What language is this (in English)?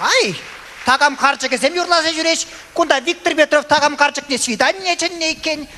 Chuvash